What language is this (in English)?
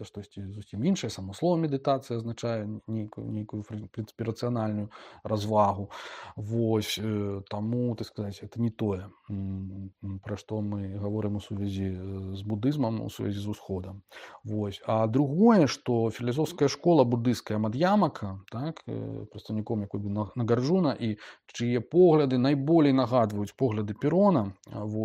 Belarusian